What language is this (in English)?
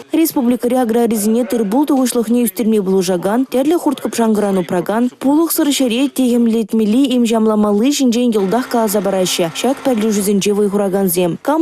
Chuvash